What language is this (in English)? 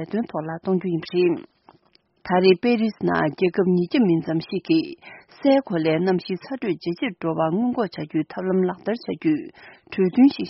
Tibetan